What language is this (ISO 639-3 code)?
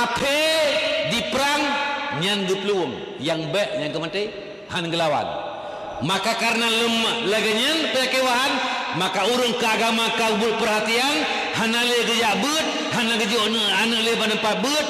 ace